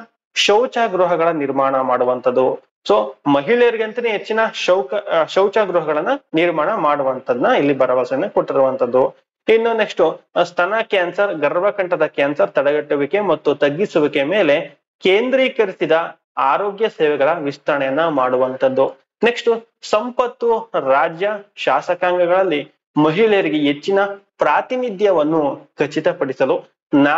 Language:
Kannada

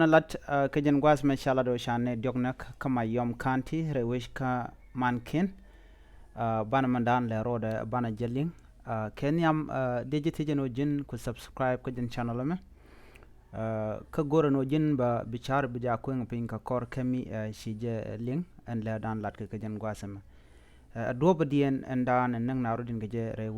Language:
Nuer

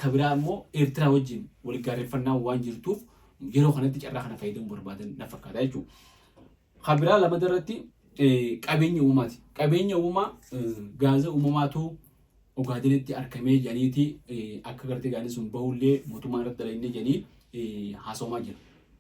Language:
Oromo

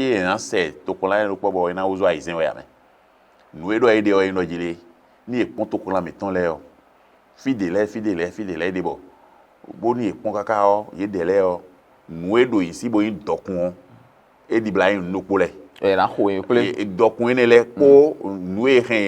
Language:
Fon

